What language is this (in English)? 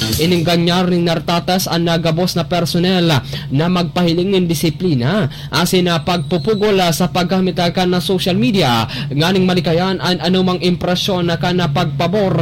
Bikol